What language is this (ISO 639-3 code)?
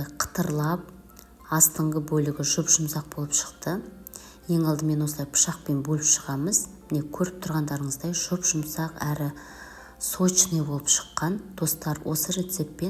kaz